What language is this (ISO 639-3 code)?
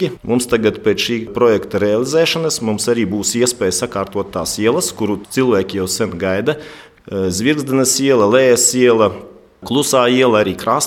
lav